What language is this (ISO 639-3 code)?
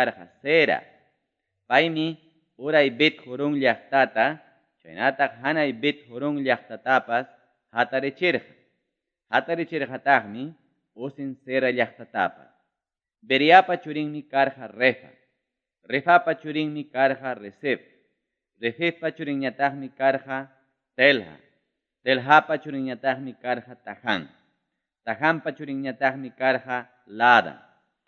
quy